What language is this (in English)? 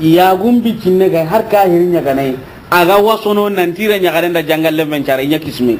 Soninke